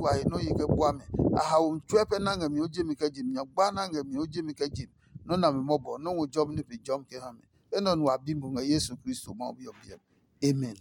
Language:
Adangme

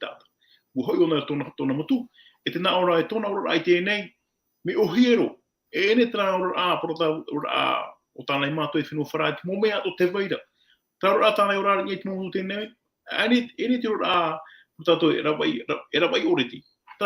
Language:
Tahitian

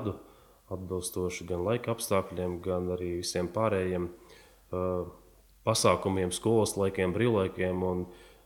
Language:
Latvian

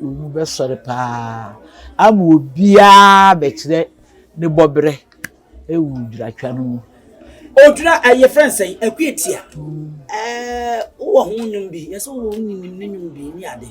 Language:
Akan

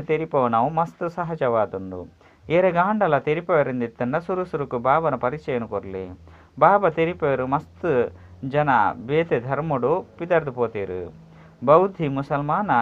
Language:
Tulu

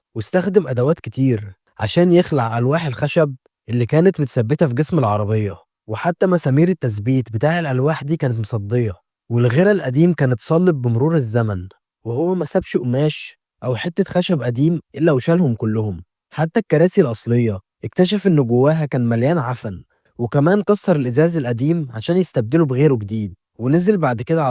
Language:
Egyptian Arabic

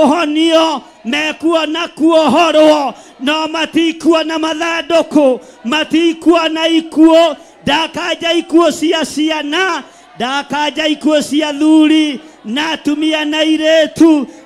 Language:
Kikuyu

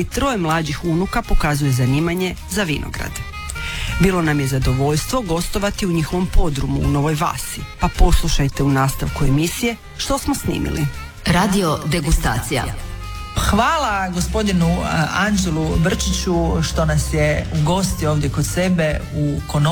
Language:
Croatian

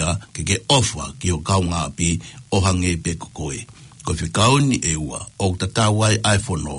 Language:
Tongan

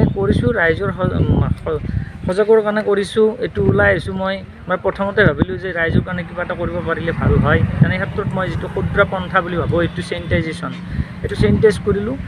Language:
Assamese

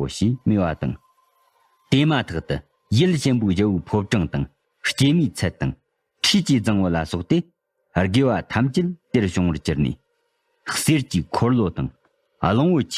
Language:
Tibetan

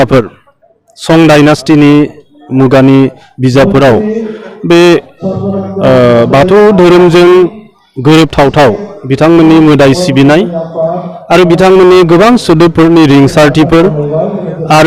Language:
Bodo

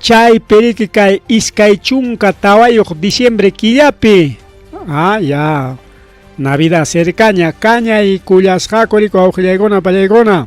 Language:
Ayacucho Quechua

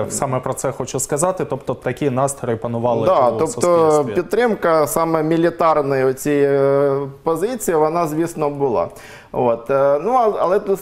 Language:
Ukrainian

